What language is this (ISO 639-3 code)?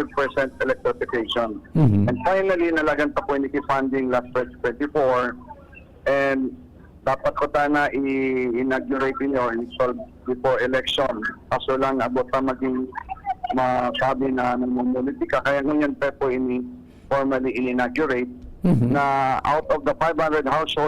bik